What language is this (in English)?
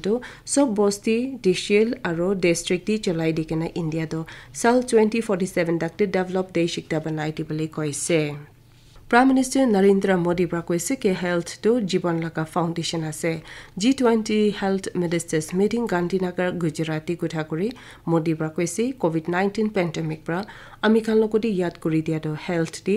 Naga Pidgin